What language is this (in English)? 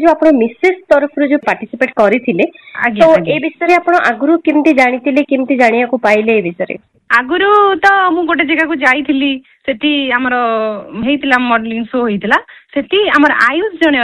Odia